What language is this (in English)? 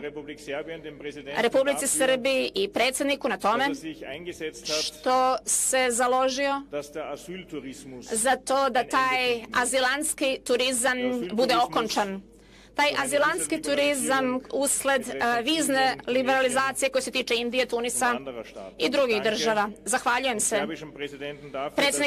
Serbian